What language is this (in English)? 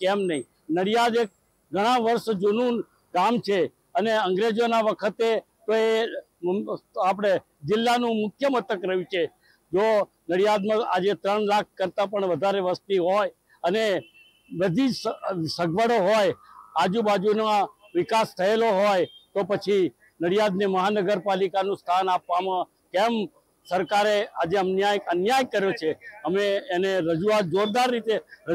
Gujarati